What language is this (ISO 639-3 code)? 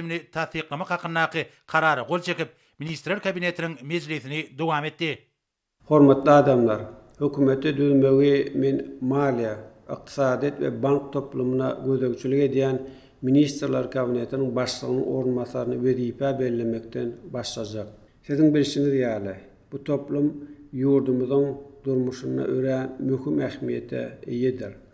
tuk